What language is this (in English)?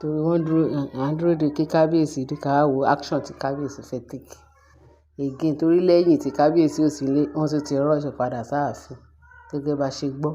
Yoruba